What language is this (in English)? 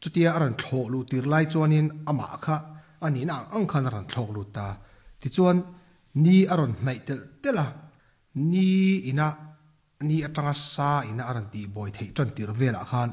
Mizo